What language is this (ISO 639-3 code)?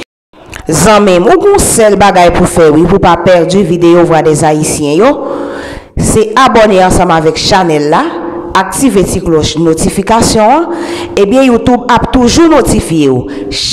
hat